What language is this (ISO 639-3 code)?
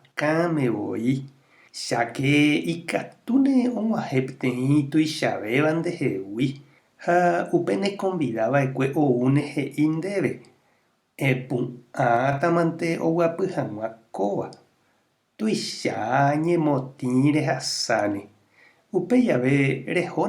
grn